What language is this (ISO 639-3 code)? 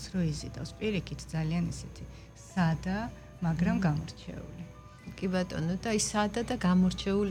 kat